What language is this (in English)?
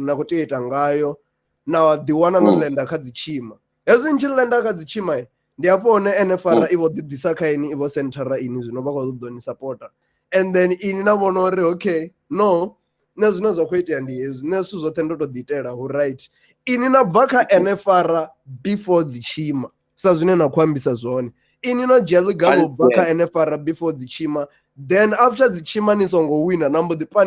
Venda